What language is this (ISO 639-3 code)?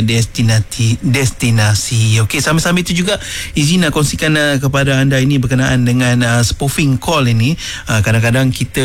msa